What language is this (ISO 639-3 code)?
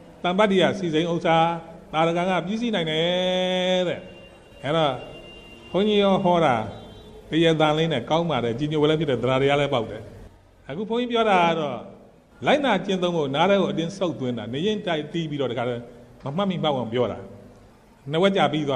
mya